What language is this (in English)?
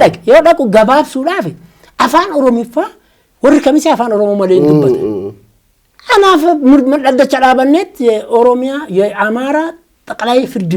Oromo